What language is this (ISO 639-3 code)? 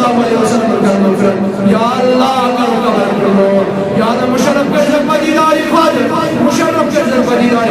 kas